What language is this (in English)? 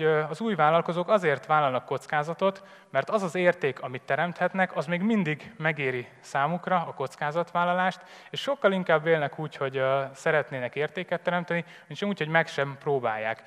Hungarian